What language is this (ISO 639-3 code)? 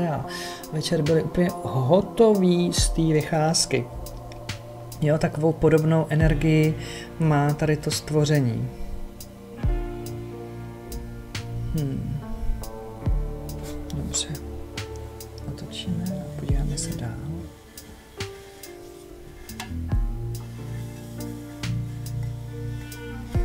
ces